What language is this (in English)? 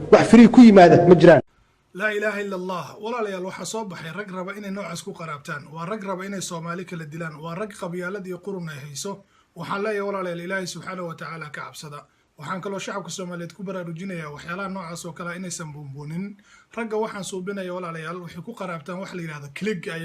Somali